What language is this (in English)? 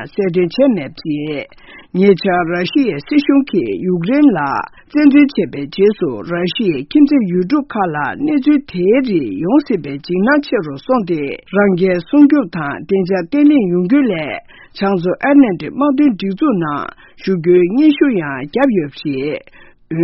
Tibetan